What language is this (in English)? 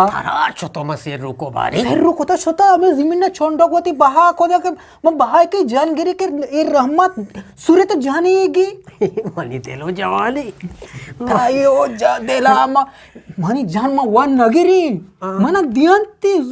Eastern Balochi